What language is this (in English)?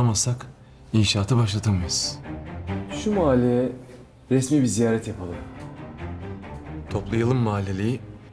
Turkish